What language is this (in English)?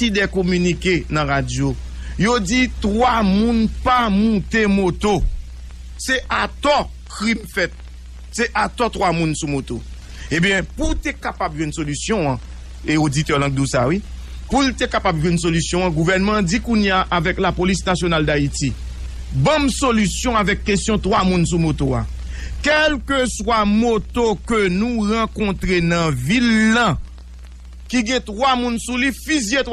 Haitian Creole